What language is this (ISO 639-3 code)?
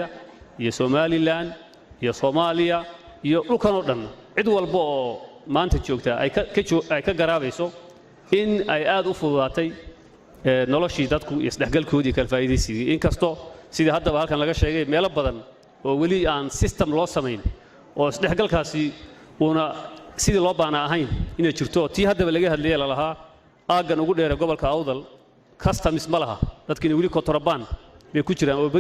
som